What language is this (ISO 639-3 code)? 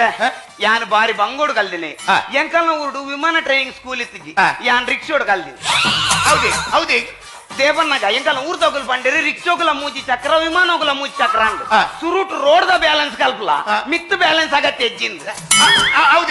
tcy